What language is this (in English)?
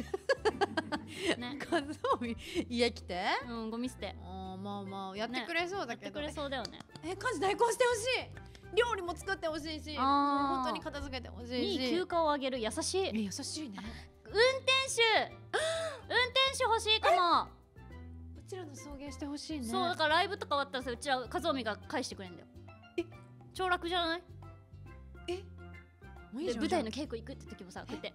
Japanese